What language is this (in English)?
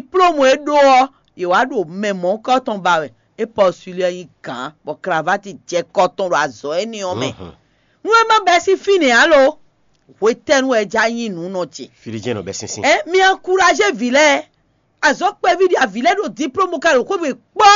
Fon